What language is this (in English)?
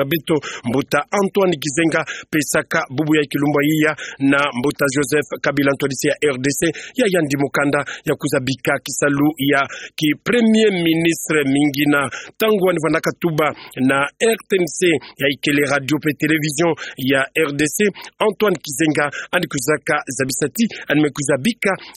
Kituba (Democratic Republic of Congo)